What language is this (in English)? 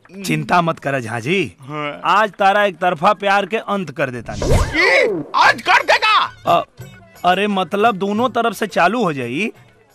Bhojpuri